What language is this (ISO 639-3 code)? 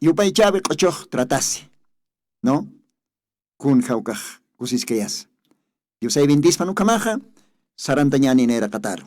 aym